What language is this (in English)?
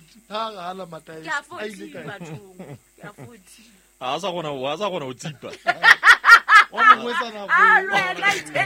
Southern Sotho